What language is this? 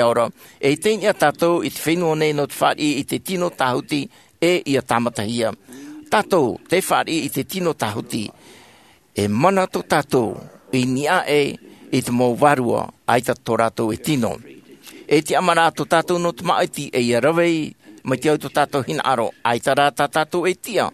Tahitian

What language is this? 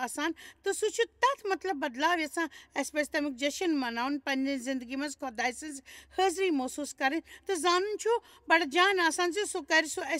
Kashmiri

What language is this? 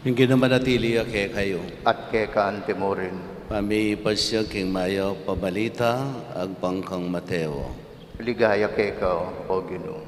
Pampanga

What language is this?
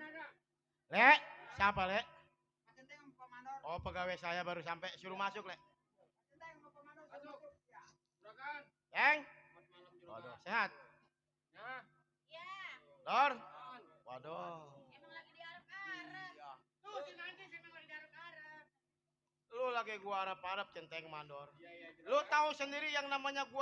Betawi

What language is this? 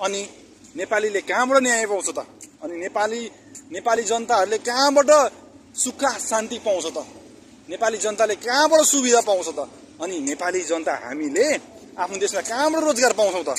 Nepali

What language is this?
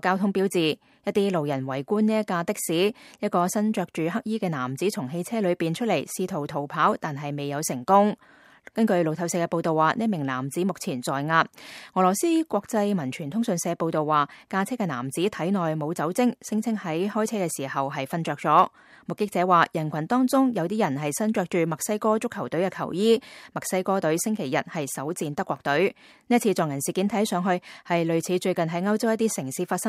Cantonese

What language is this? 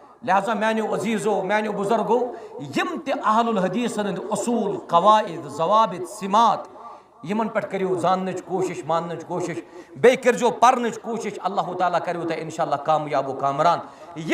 Kashmiri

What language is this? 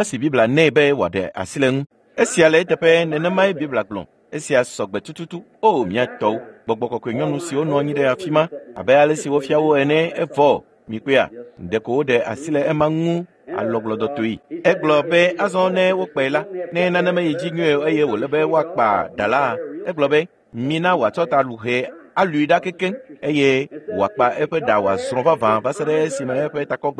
Ewe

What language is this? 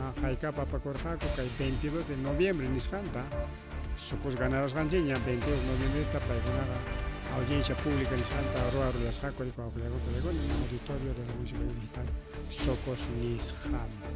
Ayacucho Quechua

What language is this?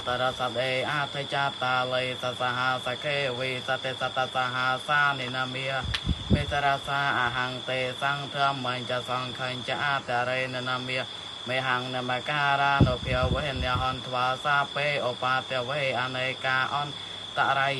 Khmer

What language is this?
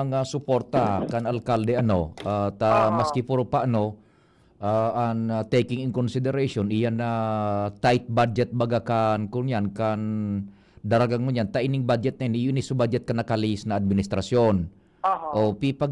Bikol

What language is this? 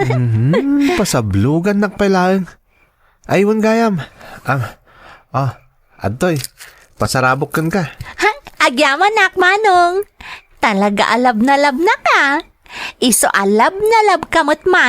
Iloko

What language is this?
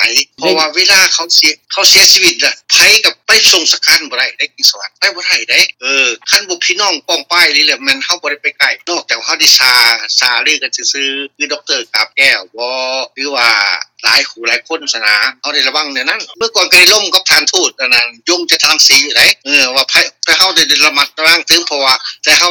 Thai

